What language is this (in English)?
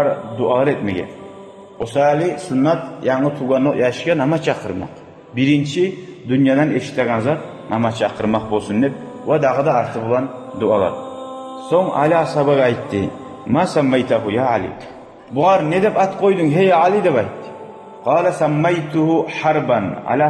Kumyk